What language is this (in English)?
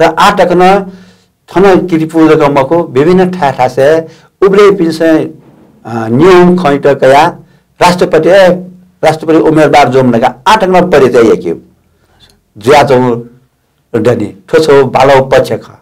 Newari